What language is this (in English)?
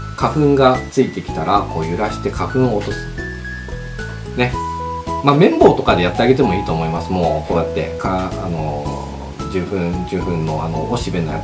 Japanese